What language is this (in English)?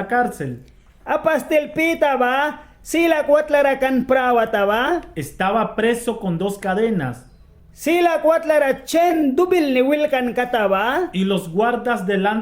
Mískito